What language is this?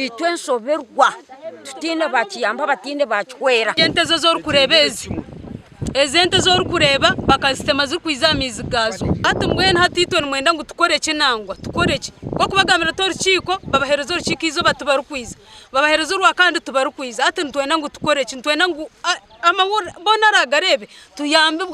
Nyankole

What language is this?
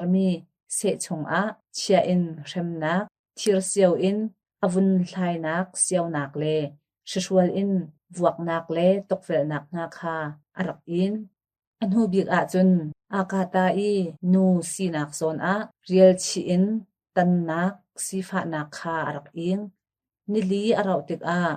Hakha Chin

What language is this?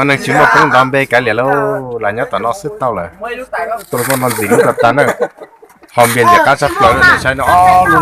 Hmong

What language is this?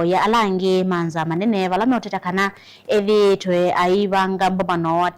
Kamba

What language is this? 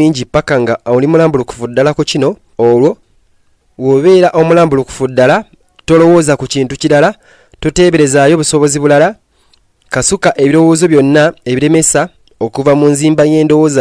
Ganda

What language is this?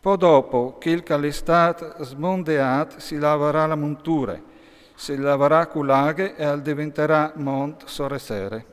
Friulian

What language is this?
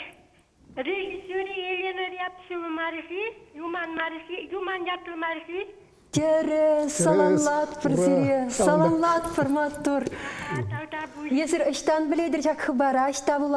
Chuvash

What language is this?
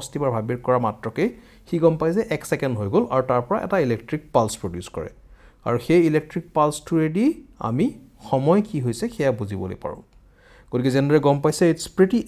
Assamese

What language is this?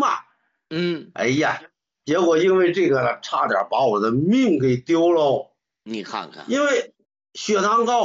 Chinese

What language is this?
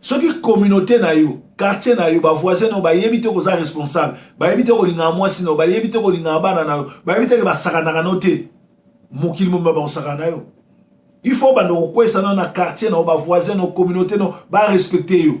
Lingala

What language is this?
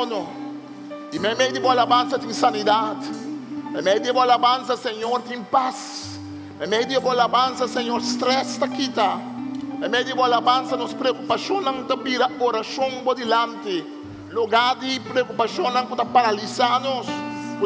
Papiamento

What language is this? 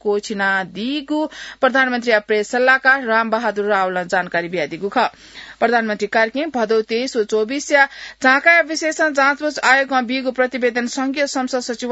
Newari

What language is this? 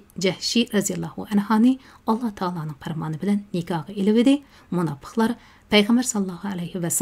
Uyghur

